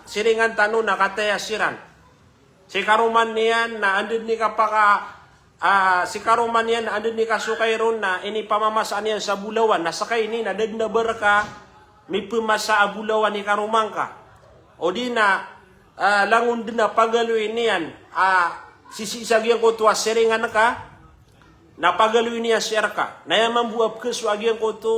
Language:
Maranao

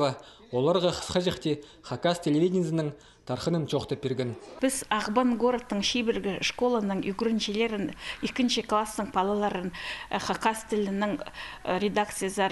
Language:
Khakas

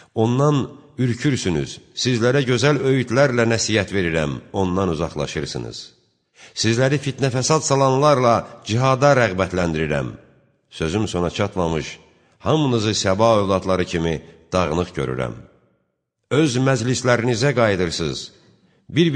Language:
Azerbaijani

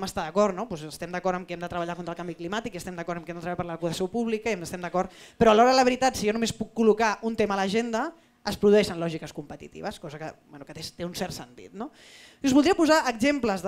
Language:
Catalan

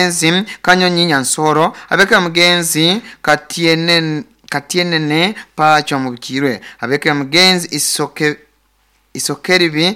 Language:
Nyoro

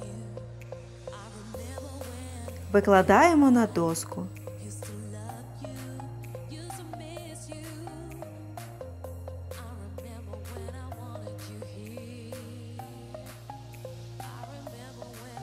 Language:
Ukrainian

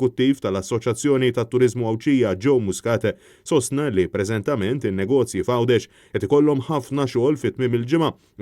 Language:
Maltese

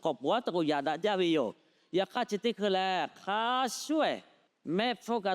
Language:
Lahu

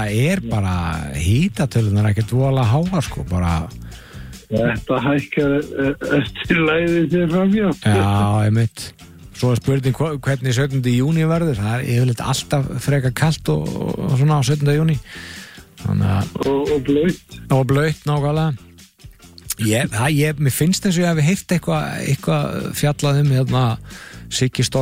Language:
Icelandic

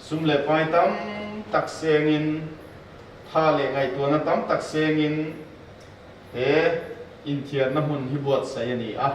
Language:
Mizo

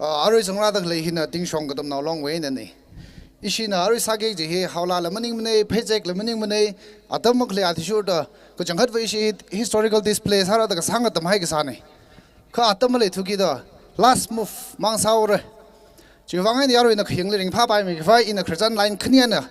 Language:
Tangkhul Naga (India)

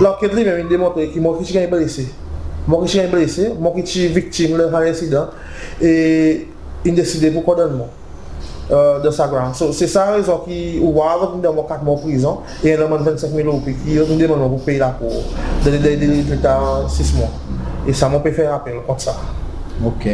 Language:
Seselwa Creole French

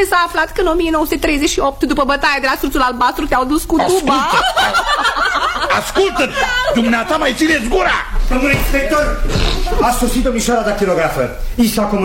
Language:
Romanian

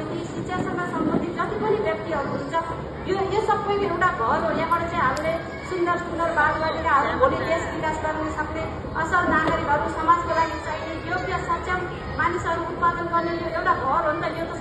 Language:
Nepali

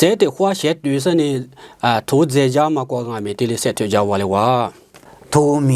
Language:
Lisu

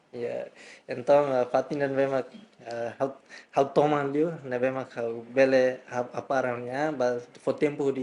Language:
Tetum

